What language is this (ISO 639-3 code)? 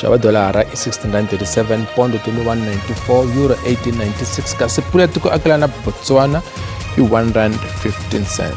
tso